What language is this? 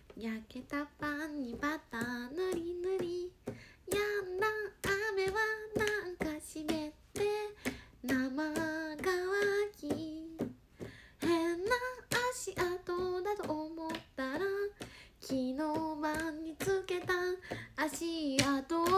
Japanese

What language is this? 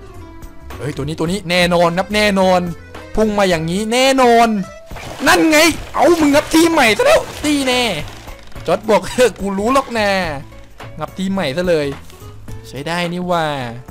Thai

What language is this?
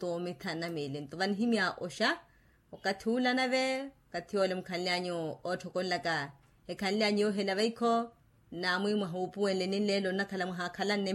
Makhuwa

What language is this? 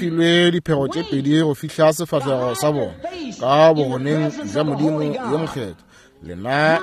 Northern Sotho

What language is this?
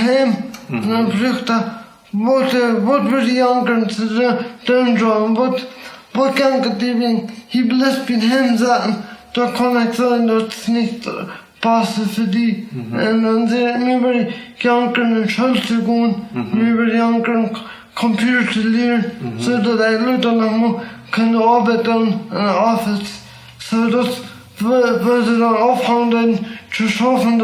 Plautdietsch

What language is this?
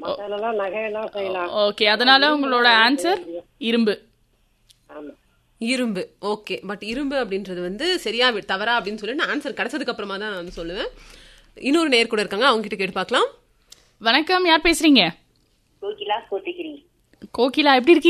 Tamil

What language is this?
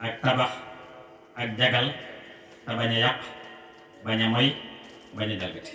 Wolof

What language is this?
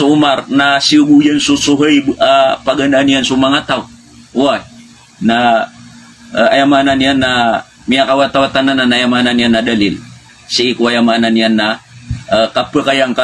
Maranao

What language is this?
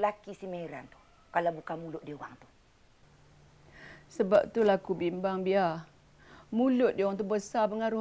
Malay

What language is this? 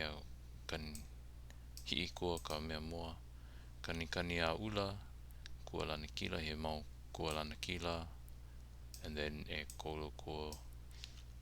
Hawaiian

